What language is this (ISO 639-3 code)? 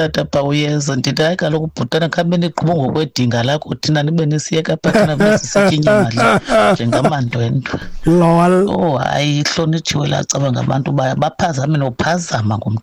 xho